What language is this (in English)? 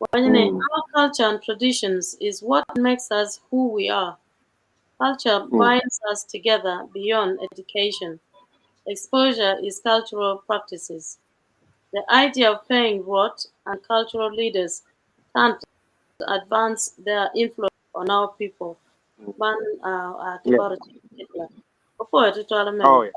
Acoli